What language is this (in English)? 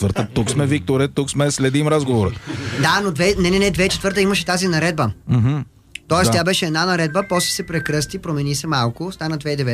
Bulgarian